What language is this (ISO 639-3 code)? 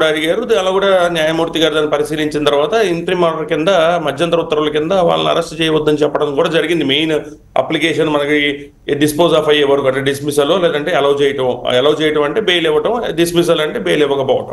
tel